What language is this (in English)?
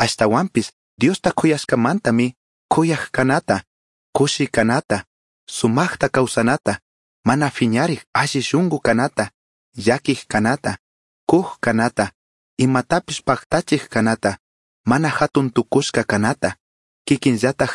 Chimborazo Highland Quichua